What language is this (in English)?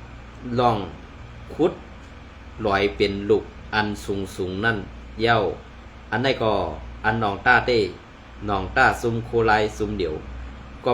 Shan